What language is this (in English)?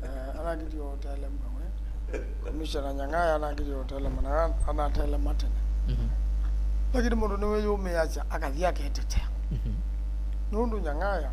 Kamba